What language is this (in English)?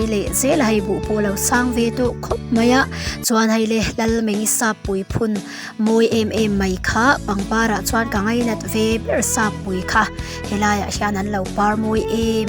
Mizo